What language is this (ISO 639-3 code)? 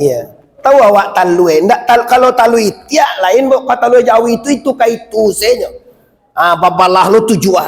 min